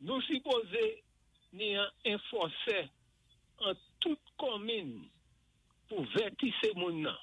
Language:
Saint Lucian Creole French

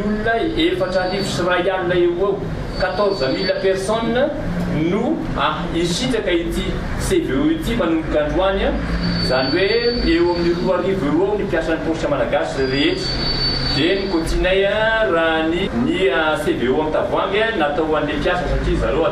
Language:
Malagasy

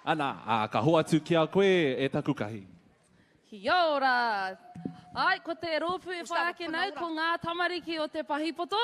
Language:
Māori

